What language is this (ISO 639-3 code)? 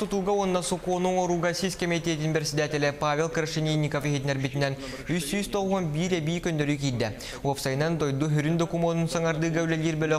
sah